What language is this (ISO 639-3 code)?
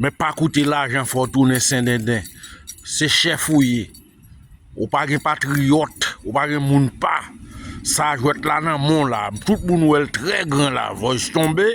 hat